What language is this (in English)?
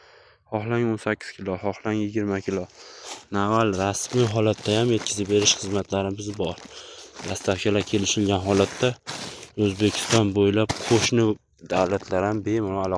Uzbek